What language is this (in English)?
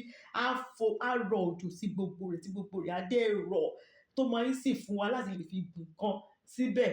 Yoruba